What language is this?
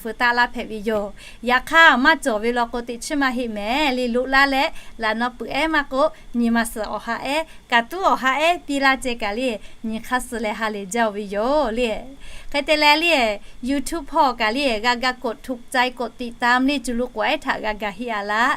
Lahu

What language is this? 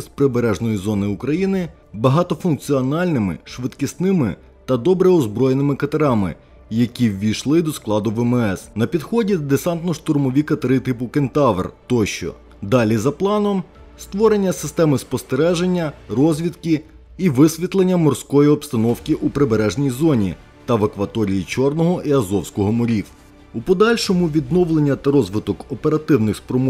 Ukrainian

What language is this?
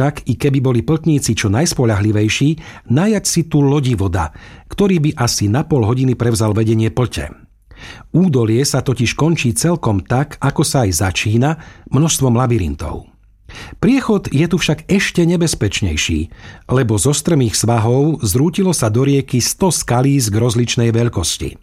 Slovak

